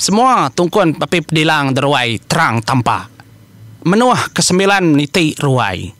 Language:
Iban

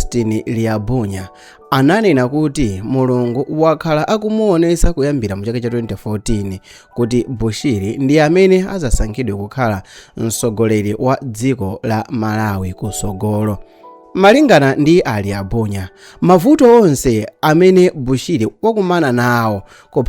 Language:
Nyanja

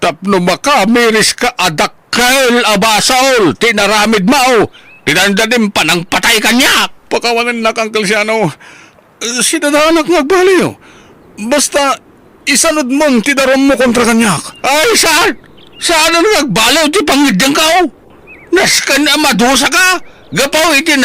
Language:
Iloko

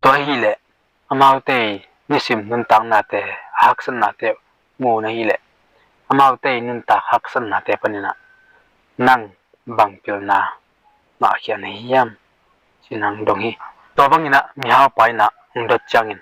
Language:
Tedim Chin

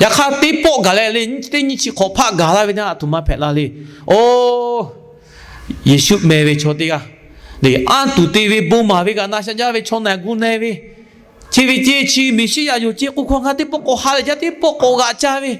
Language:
Lahu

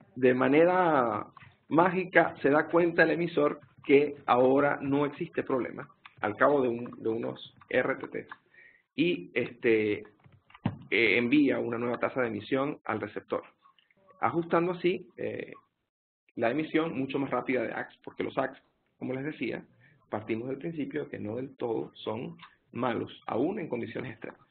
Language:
Spanish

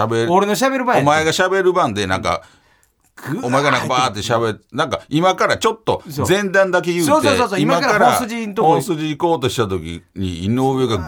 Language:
Japanese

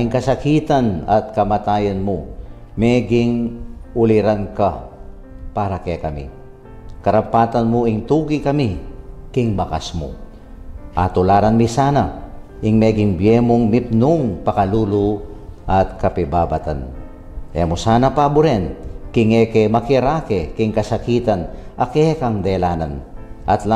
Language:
Pampanga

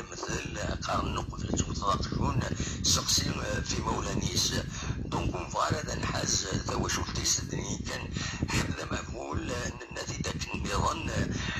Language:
Kabyle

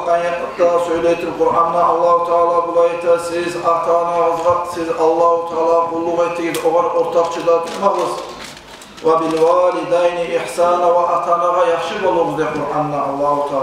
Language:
Kumyk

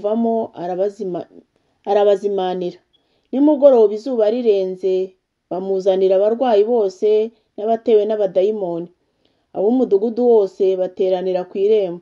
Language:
Kinyarwanda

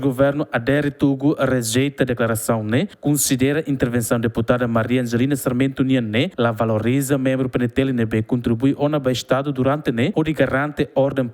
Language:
Tetum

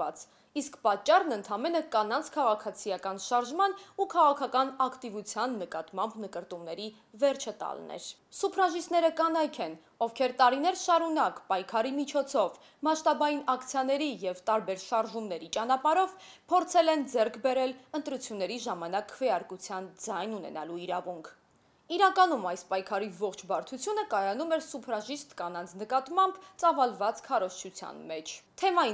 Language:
Armenian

